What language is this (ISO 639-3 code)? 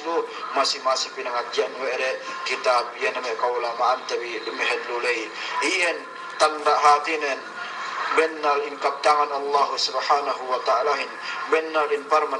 yka